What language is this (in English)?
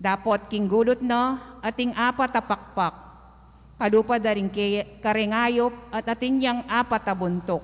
Pampanga